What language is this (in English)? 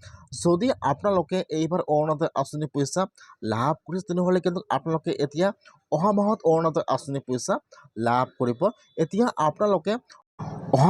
Assamese